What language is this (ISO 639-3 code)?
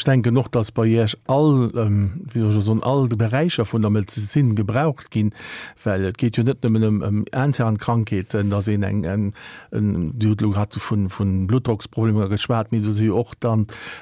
ltz